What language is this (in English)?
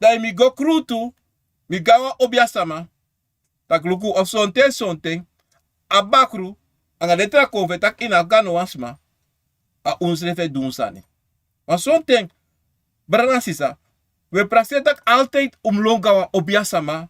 Sranan Tongo